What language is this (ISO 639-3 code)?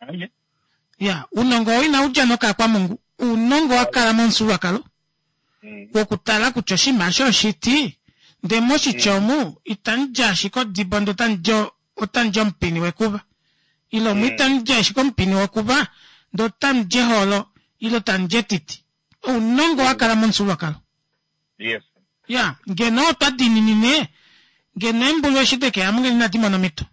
kua